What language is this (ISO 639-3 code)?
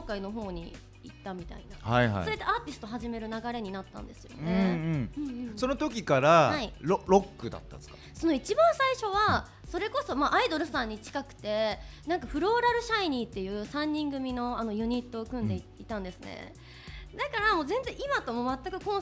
jpn